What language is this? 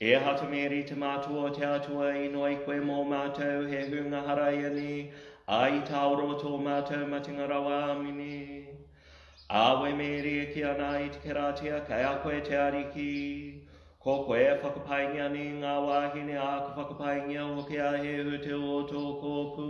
Māori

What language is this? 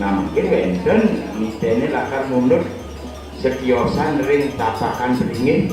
Balinese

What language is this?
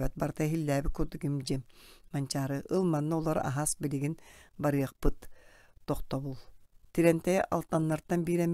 Yakut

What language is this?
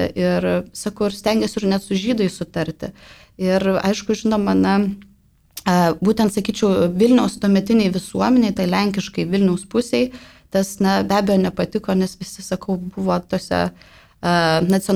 Lithuanian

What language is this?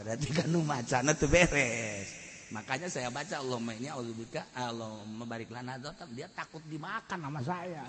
Sundanese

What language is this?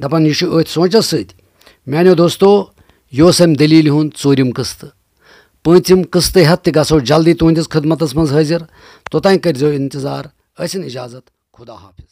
Kashmiri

